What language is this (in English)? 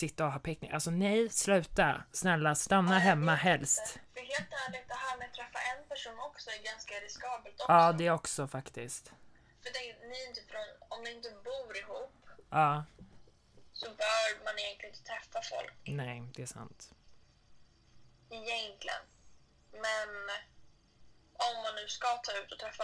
Swedish